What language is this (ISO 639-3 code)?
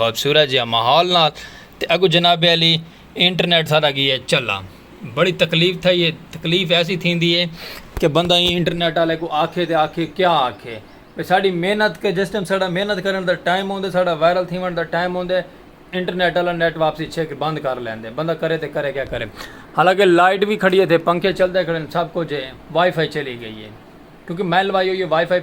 skr